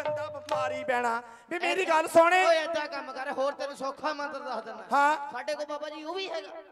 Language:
Punjabi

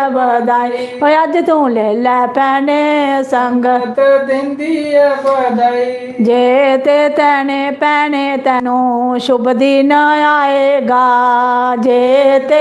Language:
Dogri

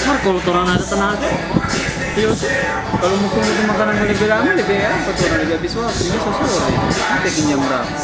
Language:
Manado Malay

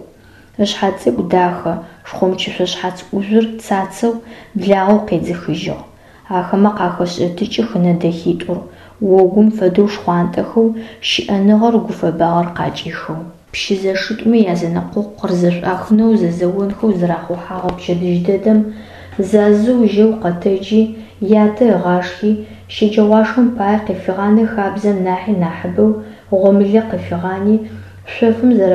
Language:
Adyghe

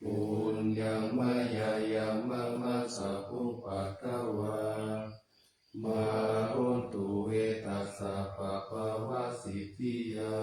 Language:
Pali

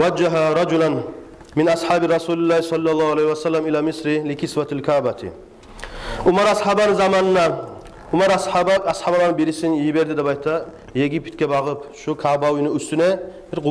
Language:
Kumyk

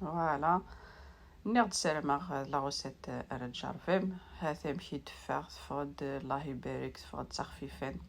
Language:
Kabyle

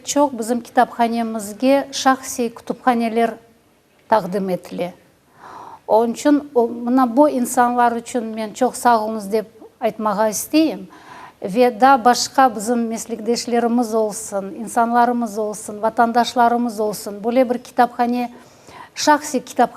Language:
Crimean Tatar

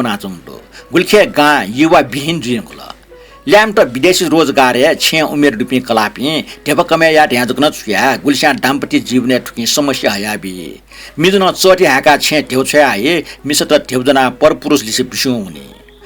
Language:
Newari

